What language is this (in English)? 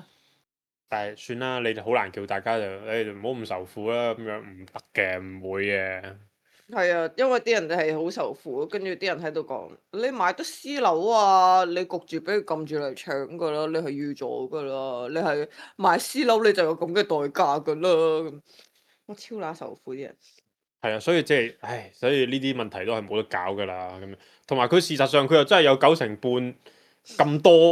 Cantonese